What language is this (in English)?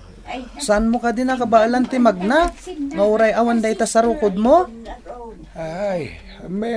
Iloko